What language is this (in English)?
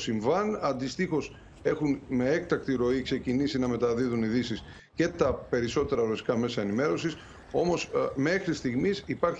Greek